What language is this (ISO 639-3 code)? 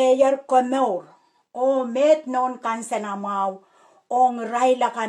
pon